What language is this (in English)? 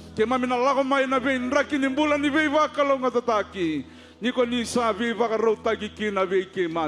Fijian